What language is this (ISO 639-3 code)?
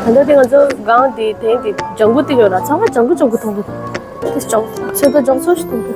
bod